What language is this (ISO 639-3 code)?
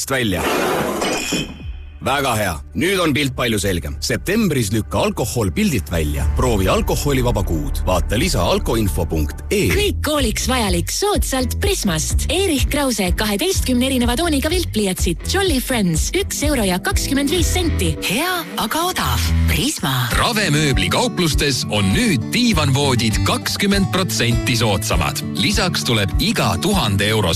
est